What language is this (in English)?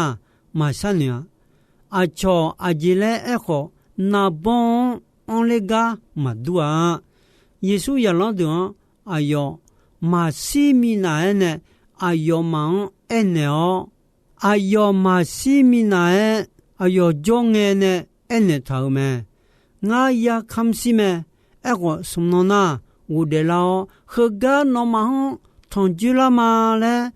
Akha